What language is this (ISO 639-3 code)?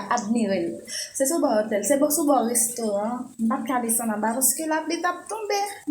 hat